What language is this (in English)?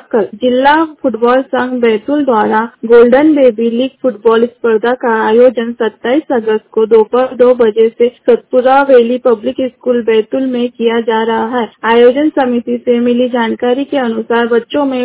Hindi